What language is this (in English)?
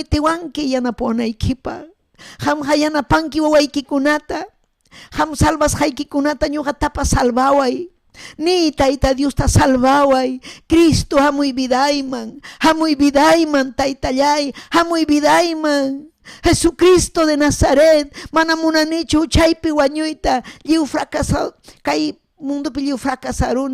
Ayacucho Quechua